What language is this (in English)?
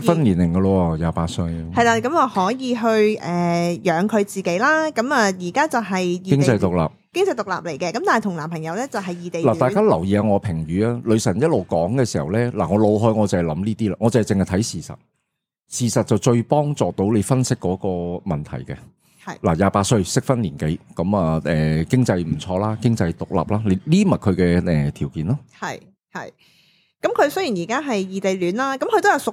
Cantonese